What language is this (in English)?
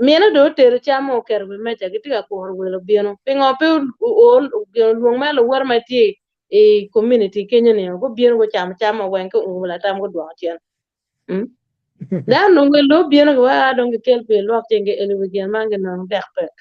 Acoli